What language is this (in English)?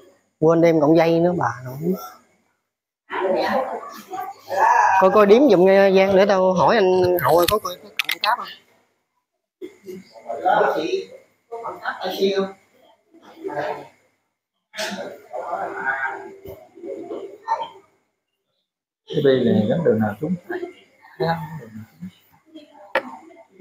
Vietnamese